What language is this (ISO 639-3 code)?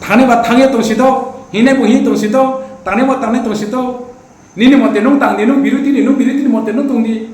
ria